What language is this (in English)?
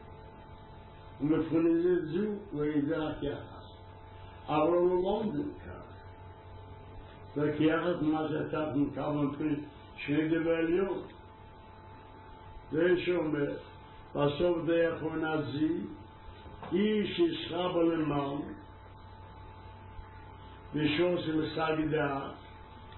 Hebrew